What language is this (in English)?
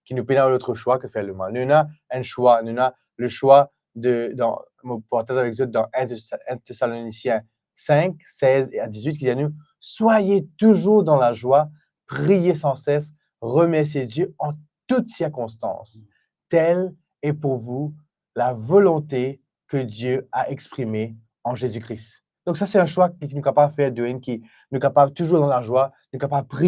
Morisyen